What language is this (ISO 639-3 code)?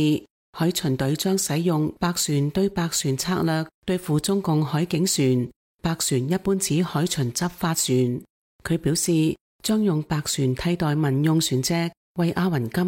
yue